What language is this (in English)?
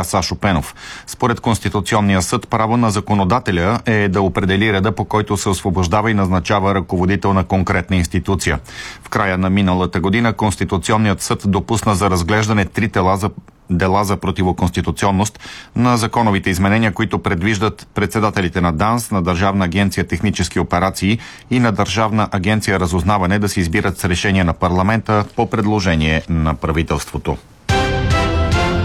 Bulgarian